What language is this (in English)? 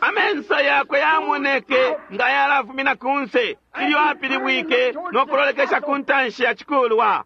Bemba